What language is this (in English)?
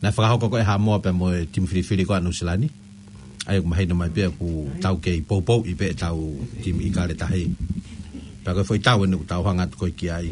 Tongan